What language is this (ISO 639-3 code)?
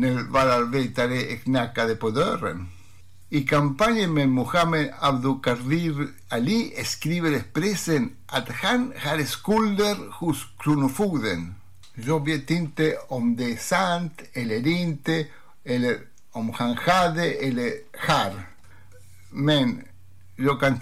swe